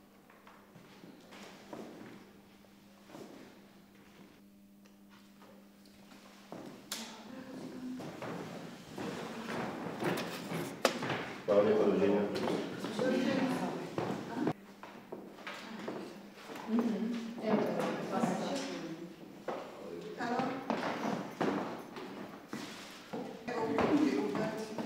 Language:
Croatian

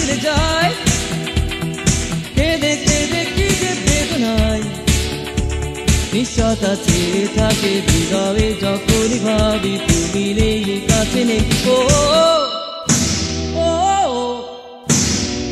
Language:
Bangla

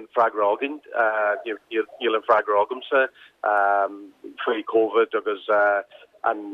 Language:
Irish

